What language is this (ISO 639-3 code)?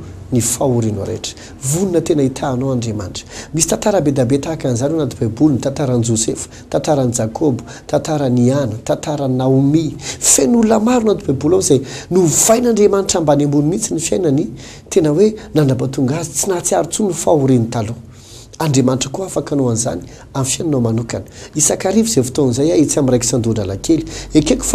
mlg